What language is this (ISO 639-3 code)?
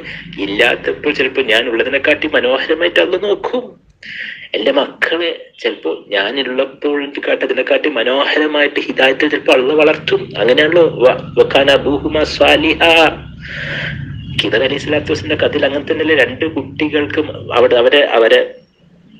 mal